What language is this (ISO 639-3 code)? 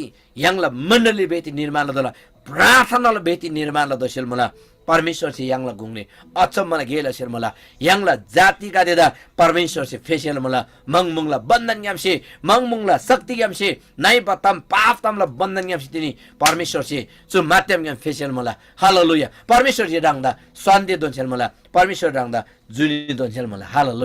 taj